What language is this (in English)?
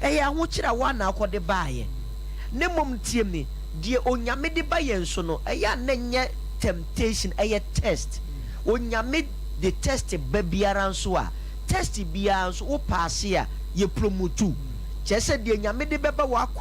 Akan